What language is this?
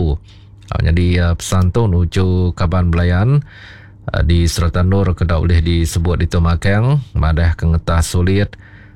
Iban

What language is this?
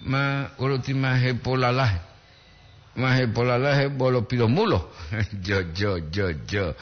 Gorontalo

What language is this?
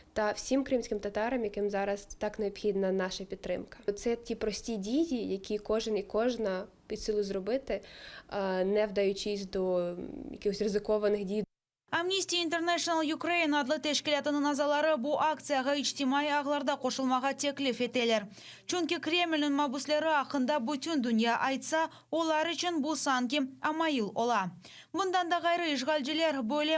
Crimean Tatar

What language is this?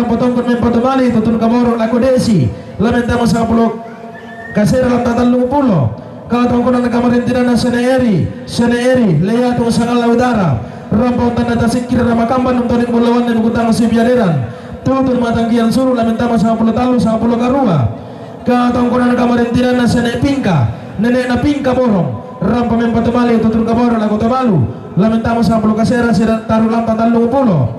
Toraja-Sa'dan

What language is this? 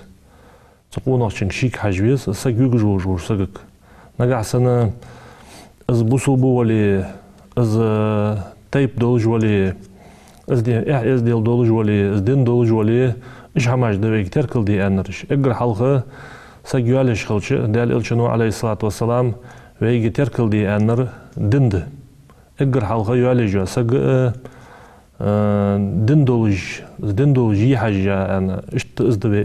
Ingush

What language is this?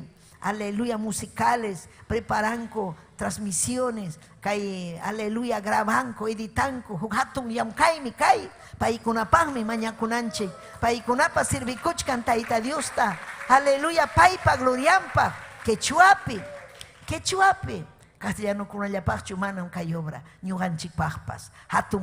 Ayacucho Quechua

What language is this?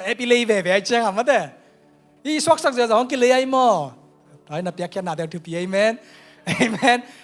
Tedim Chin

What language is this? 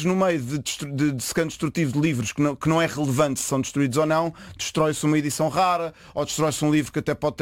Portuguese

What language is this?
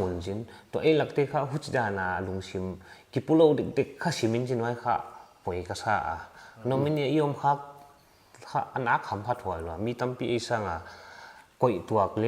Paite Chin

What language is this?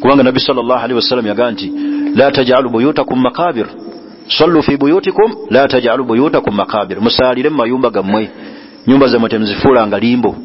Ganda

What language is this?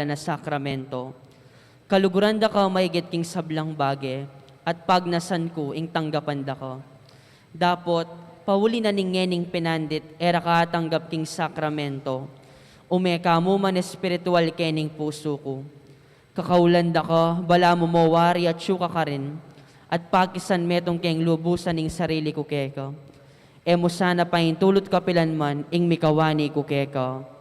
Pampanga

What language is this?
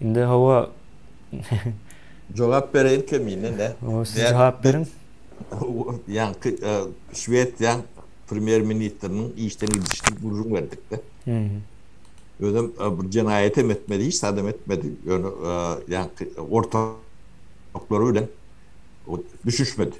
Turkmen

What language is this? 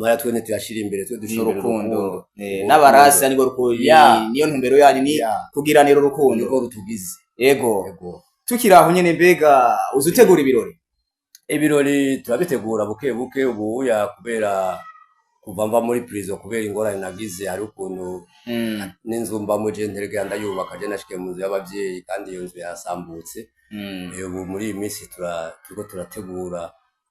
Rundi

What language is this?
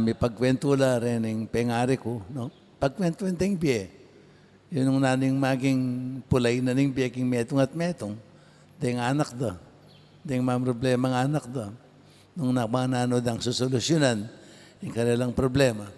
Pampanga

